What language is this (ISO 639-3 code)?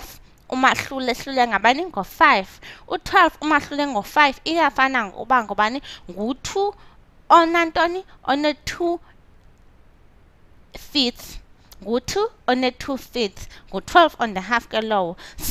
xho